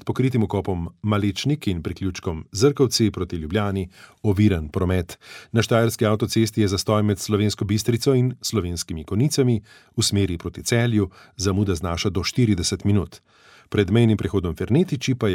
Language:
Slovenian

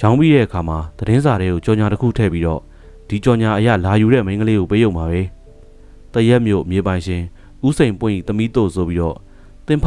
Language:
Burmese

